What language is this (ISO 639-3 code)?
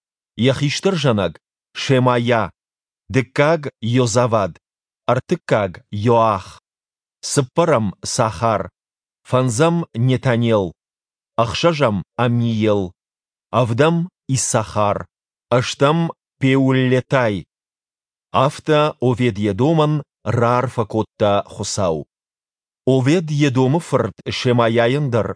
oss